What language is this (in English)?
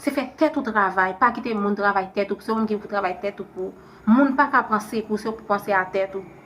Haitian Creole